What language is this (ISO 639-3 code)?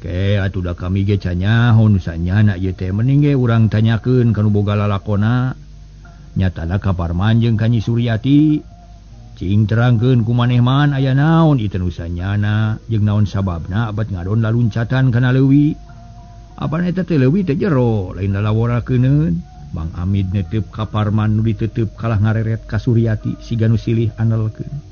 sun